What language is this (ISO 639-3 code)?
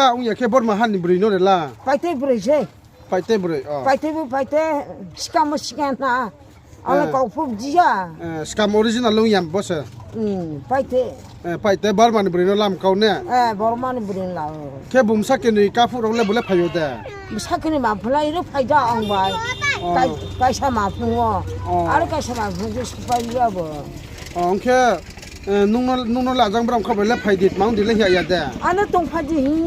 ria